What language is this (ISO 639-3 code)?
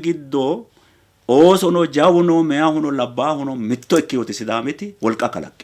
sid